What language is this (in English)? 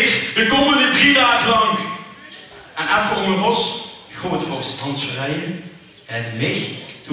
Limburgish